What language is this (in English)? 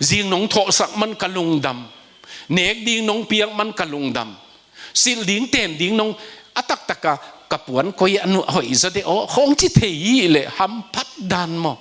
Tedim Chin